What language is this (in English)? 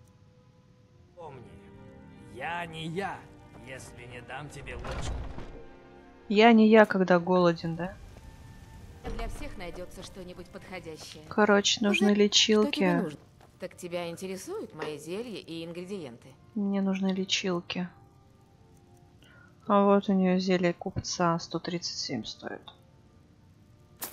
Russian